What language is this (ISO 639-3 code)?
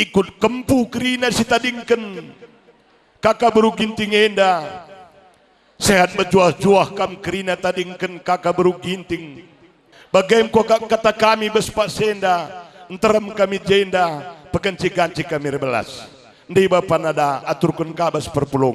btx